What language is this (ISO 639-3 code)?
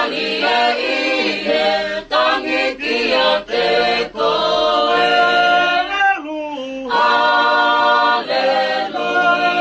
ton